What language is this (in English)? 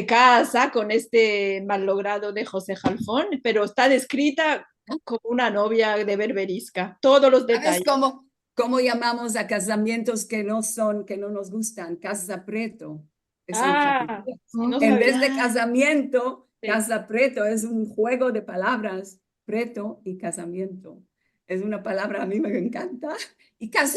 Ladino